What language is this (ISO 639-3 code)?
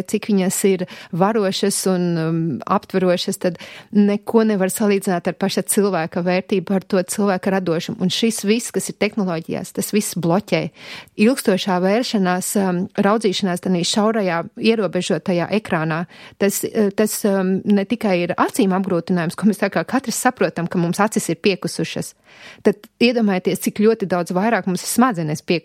lav